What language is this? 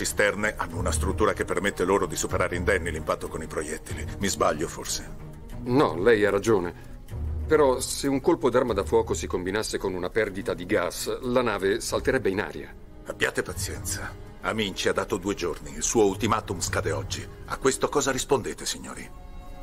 Italian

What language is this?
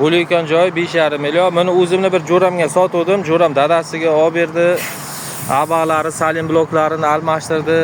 Uzbek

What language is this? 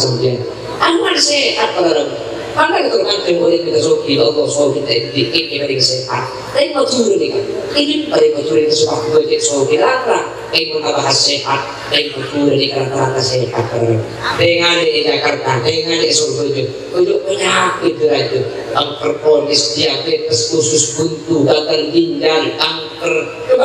Madurese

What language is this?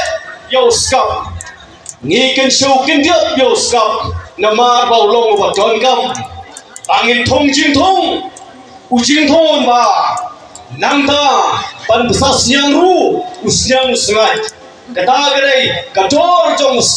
Khasi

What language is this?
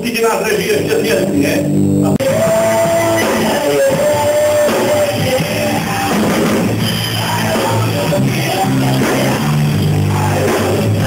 Slovak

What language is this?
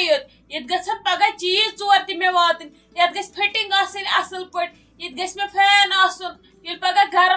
Kashmiri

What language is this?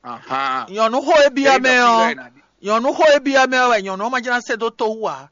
Fon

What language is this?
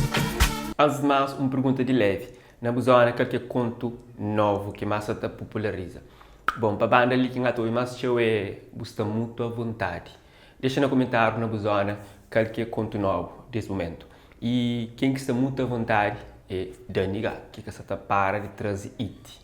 Kabuverdianu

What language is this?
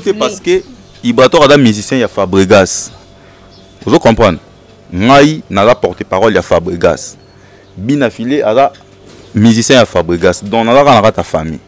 Lingala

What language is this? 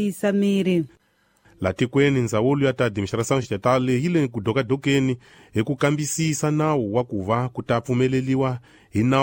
Tsonga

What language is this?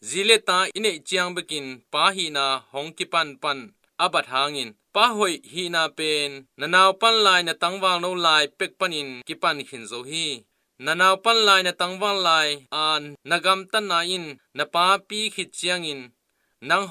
Tedim Chin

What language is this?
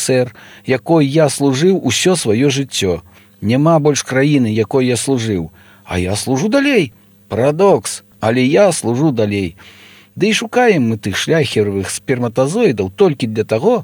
Belarusian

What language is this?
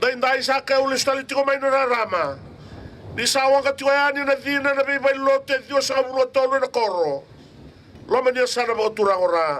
Fijian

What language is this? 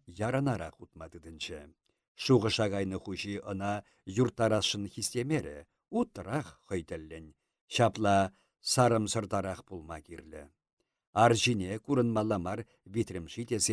Chuvash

